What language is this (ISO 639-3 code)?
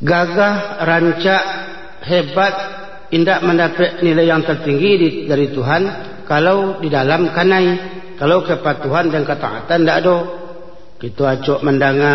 min